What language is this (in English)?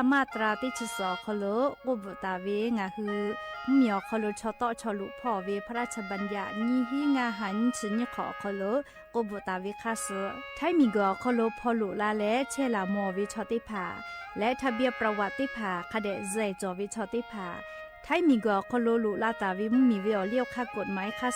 Lahu